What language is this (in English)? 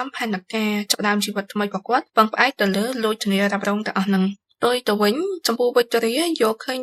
Khmer